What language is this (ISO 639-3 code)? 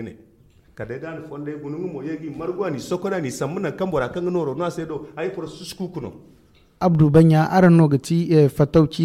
dje